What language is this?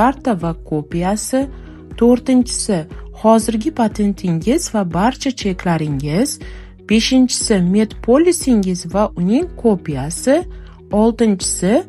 Uzbek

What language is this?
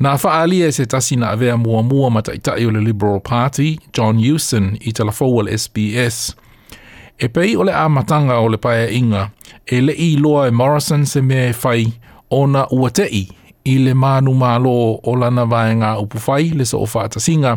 Samoan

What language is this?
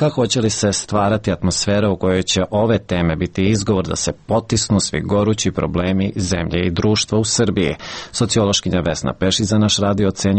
Serbian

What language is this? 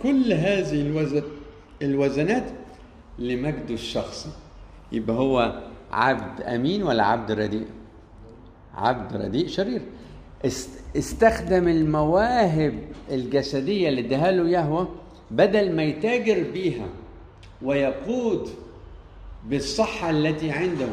Egyptian Arabic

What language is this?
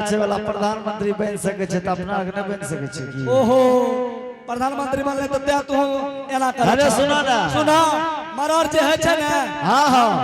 Angika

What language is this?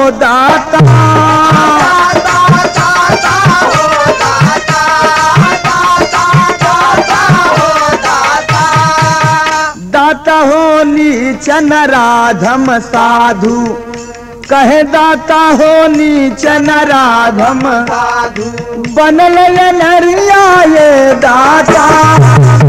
Bhojpuri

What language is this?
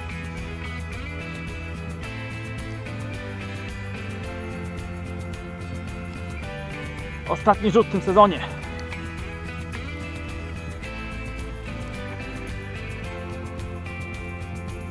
Polish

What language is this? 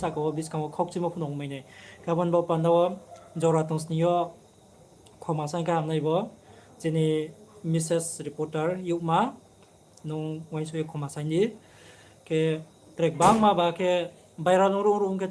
Riang (India)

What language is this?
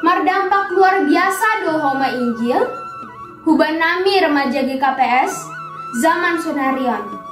Batak Simalungun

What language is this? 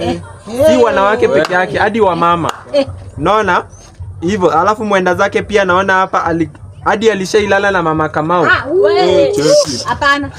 Swahili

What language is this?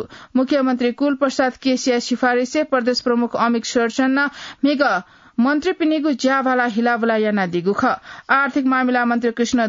Newari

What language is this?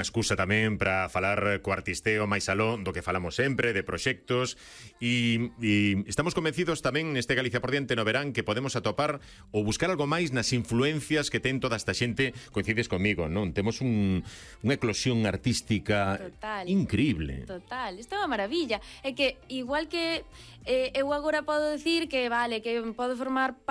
Galician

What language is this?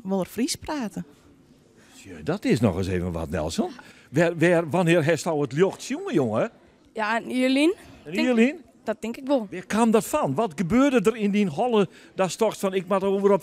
Western Frisian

